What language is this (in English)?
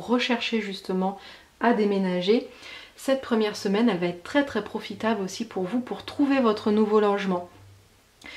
French